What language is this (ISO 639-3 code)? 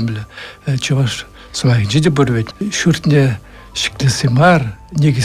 chv